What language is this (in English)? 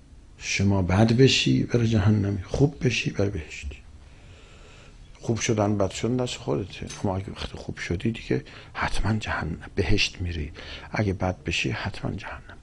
Persian